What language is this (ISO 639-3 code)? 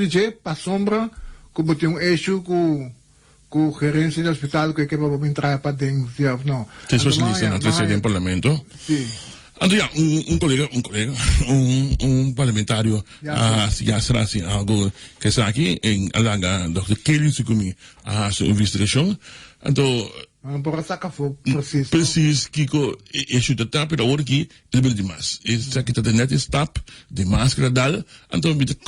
pap